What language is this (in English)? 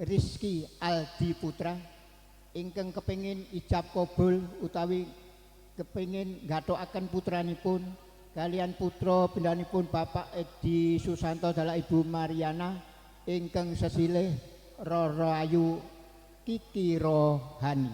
Javanese